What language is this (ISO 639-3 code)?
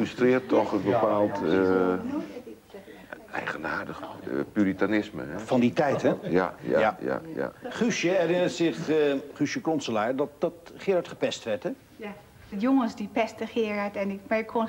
nld